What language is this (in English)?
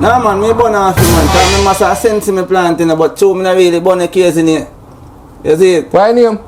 Jamaican Creole English